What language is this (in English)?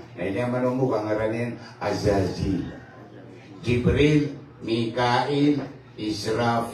Maranao